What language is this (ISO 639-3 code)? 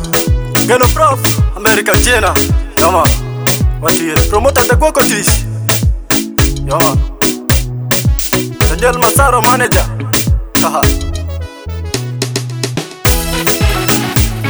swa